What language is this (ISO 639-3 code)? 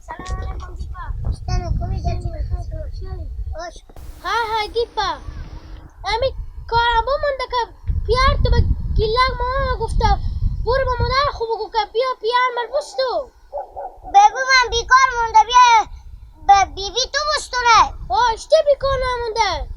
haz